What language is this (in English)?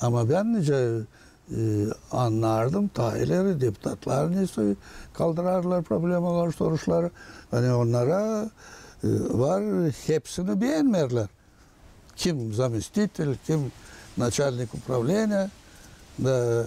Gagauz